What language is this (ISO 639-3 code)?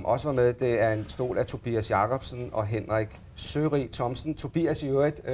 dan